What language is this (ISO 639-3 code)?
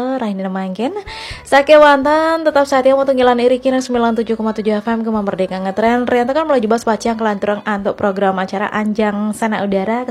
ban